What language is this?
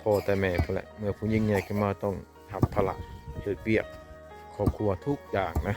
Lao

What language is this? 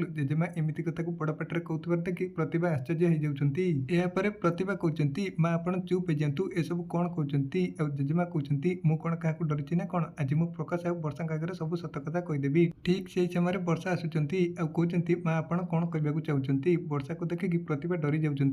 Odia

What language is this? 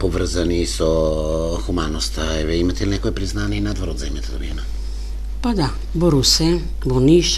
Macedonian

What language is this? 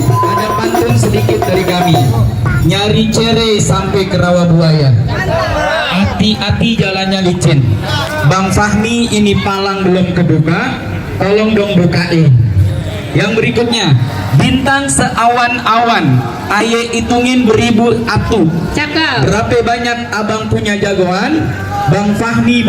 Betawi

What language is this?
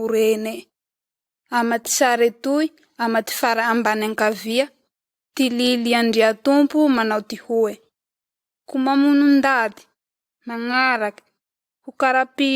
Malagasy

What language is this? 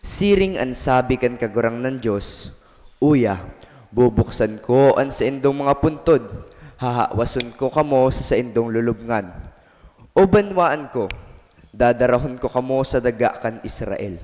Bikol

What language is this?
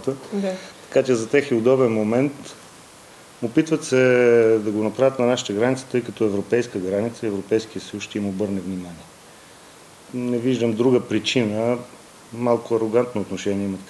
Bulgarian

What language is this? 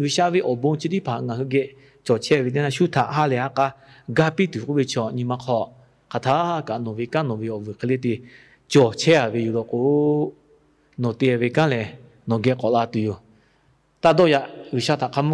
Lahu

